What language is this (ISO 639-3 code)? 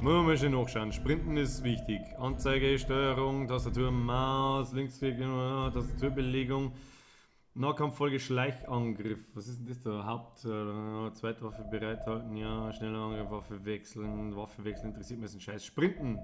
bar